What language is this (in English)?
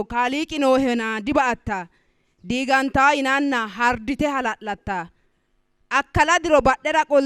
Sidamo